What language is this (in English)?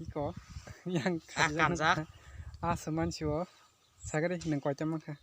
Kok Borok